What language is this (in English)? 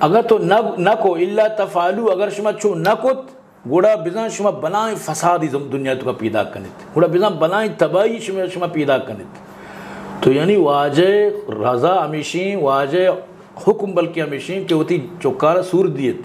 Eastern Balochi